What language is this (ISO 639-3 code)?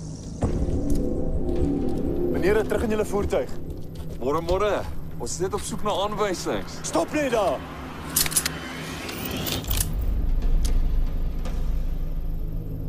afr